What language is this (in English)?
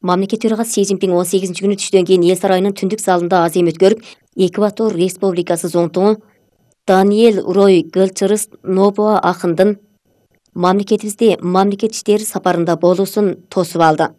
Kyrgyz